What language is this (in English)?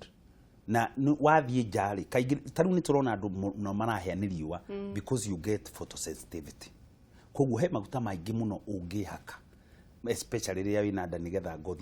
Kikuyu